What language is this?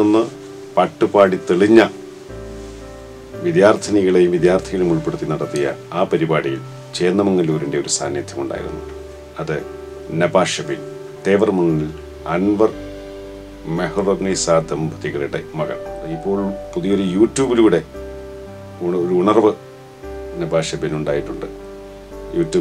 Malayalam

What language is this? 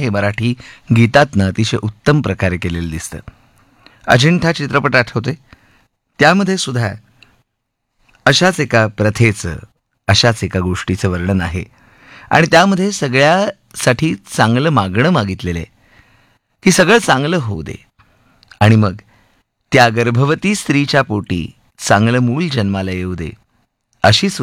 Marathi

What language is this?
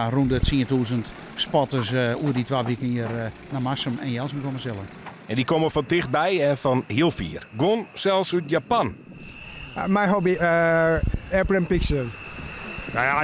Western Frisian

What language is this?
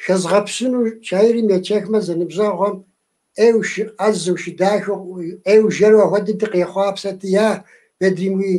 Kabardian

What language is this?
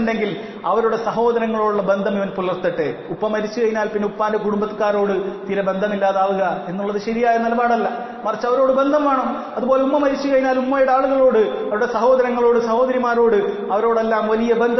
Malayalam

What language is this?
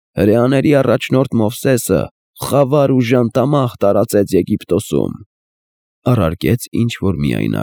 Armenian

